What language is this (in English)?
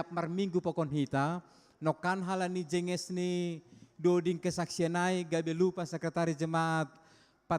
Batak Simalungun